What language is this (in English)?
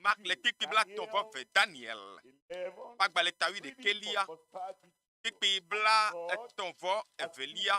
Ewe